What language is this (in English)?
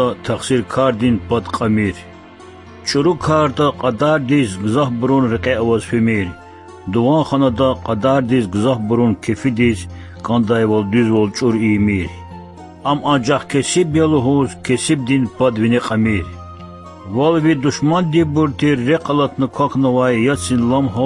Lezghian